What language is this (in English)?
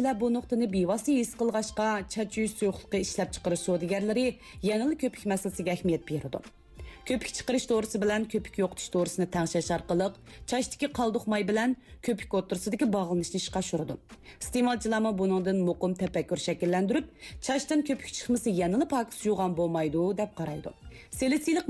Uyghur